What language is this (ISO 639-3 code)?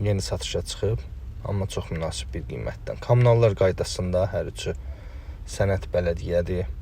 aze